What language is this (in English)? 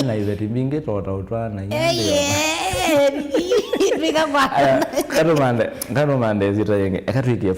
Kamba